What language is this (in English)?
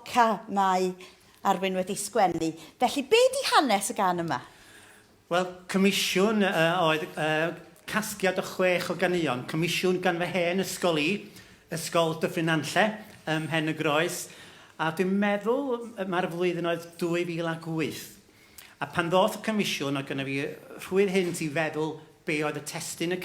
Welsh